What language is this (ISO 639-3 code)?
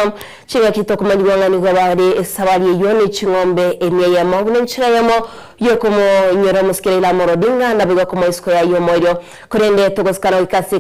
guz